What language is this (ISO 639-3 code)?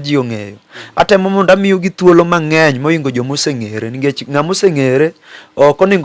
luo